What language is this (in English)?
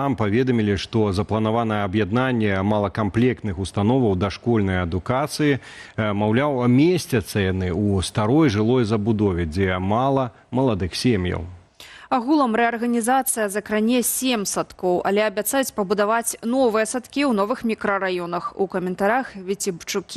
Belarusian